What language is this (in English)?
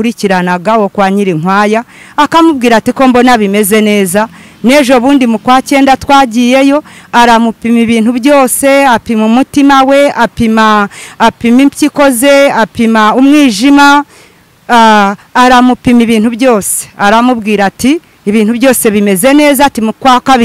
Kinyarwanda